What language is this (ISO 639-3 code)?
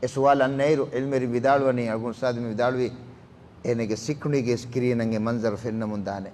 div